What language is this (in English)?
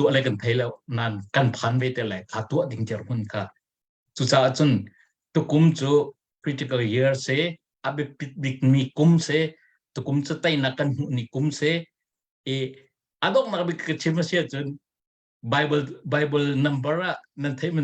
Hakha Chin